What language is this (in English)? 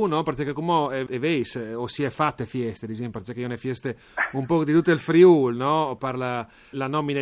Friulian